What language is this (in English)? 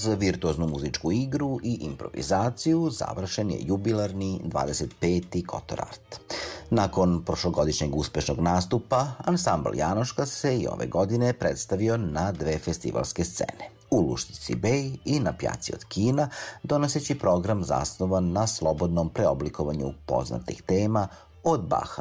Serbian